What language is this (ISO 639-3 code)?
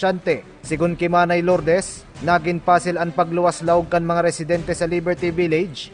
bik